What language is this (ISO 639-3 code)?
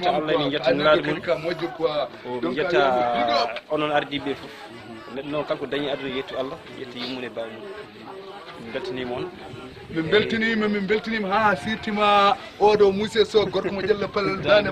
ful